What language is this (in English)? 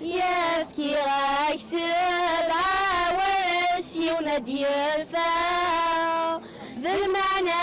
Kabyle